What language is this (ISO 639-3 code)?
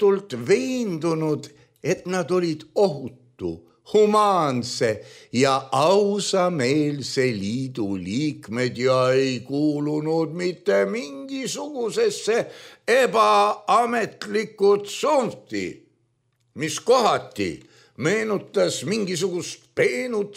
est